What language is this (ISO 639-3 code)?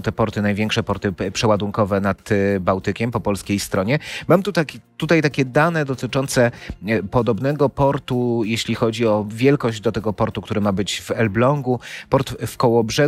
pol